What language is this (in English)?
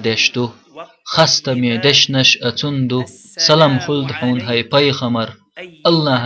Chechen